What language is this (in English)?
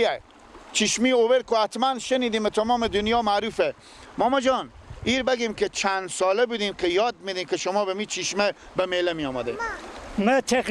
Persian